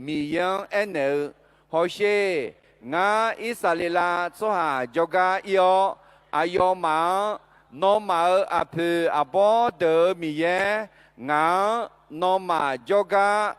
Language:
Akha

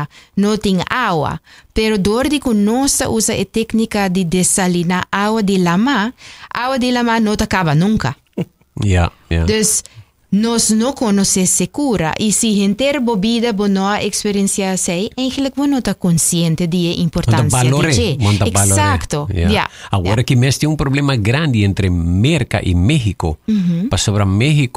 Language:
Papiamento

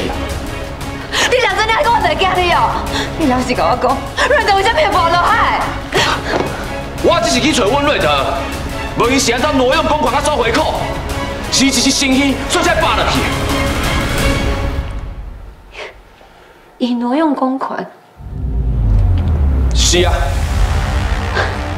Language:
Min Nan Chinese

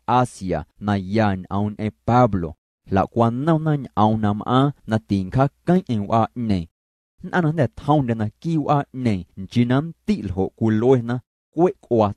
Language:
Guerrero Amuzgo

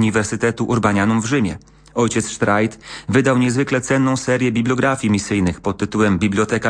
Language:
Polish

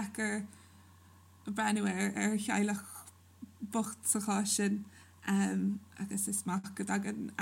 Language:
Irish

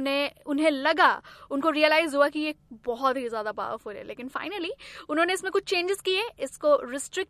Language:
Hindi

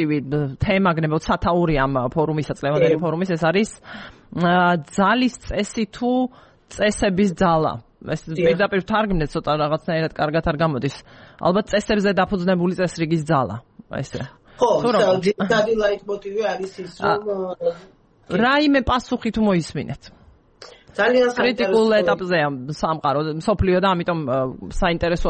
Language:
Georgian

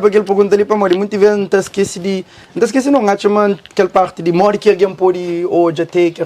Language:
Kabuverdianu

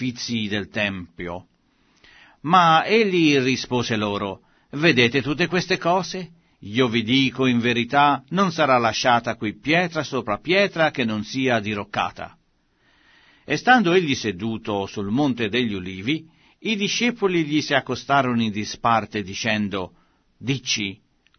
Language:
Italian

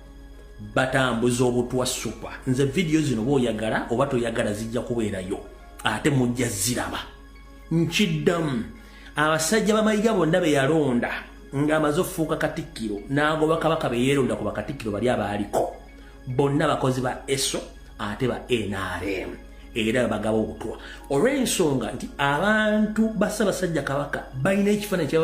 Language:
Ganda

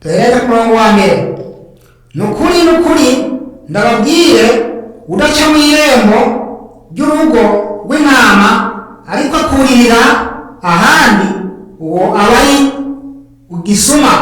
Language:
Rundi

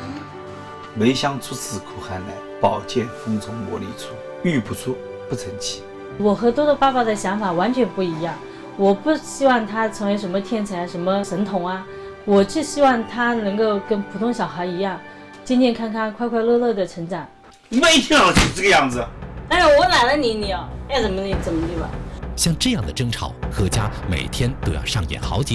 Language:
Chinese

